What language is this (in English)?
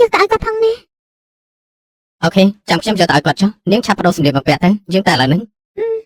Khmer